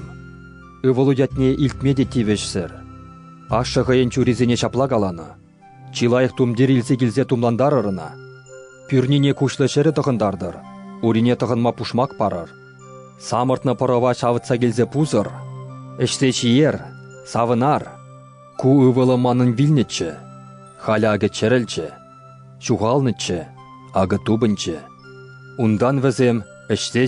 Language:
Chuvash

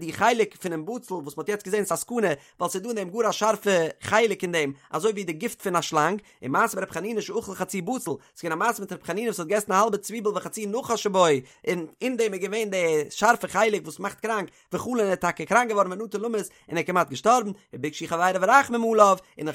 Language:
Yiddish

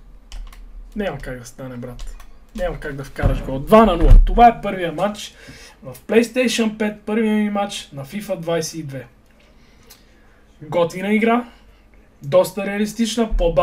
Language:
Bulgarian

